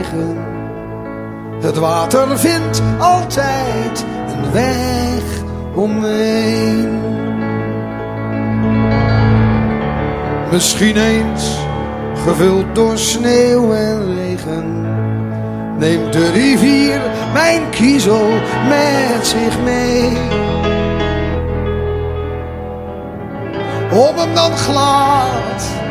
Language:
Dutch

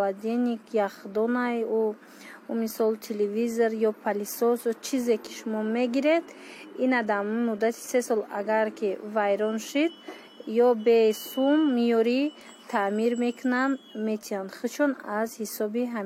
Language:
Tajik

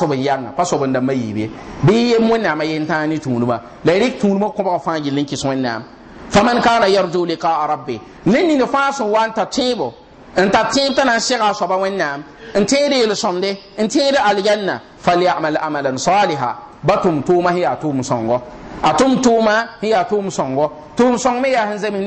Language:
Mossi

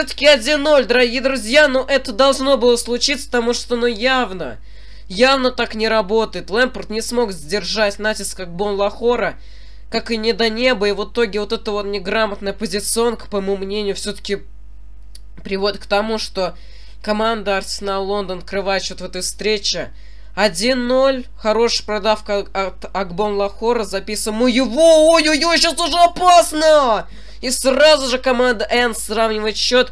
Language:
Russian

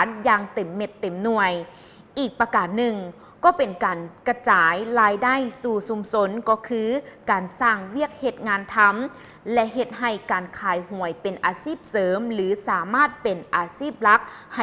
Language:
Lao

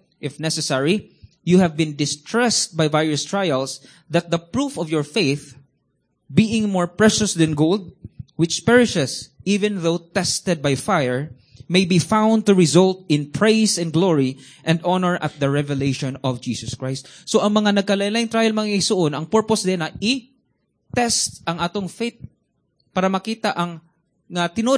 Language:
Cebuano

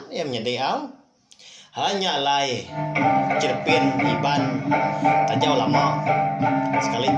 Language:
Iban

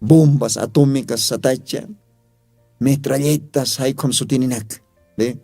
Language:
Aymara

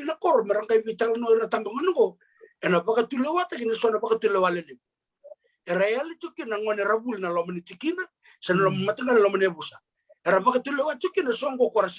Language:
Fijian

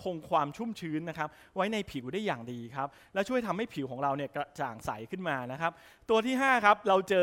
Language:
Thai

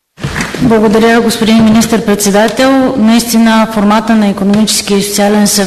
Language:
Bulgarian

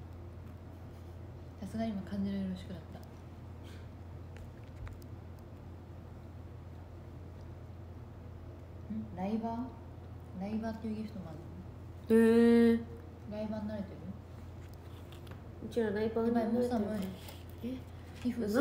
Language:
Japanese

